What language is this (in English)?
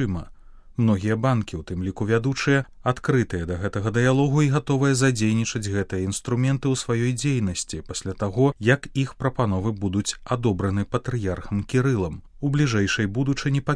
Belarusian